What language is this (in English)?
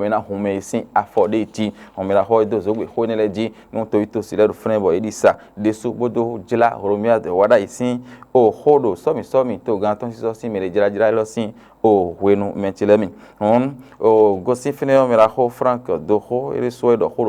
Fon